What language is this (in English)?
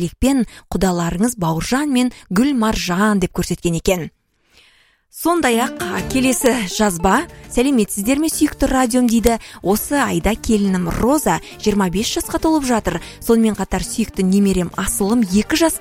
Kazakh